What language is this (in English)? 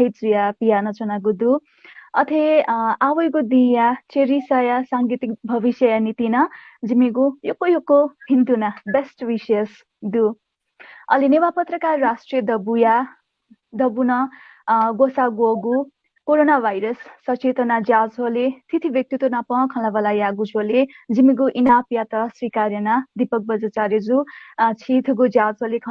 Newari